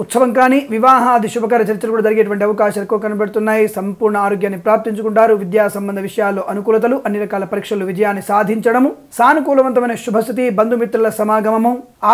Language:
Telugu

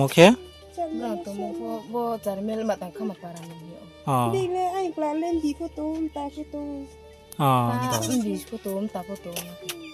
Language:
Riang (India)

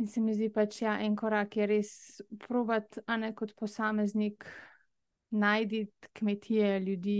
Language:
Slovenian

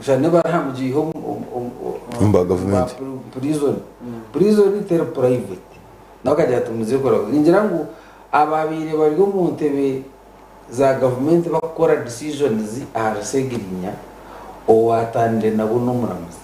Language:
Nyankole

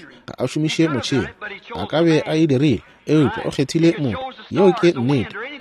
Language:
Northern Sotho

